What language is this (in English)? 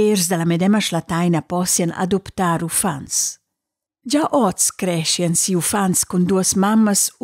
Romansh